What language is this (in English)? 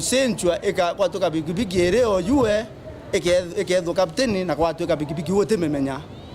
Meru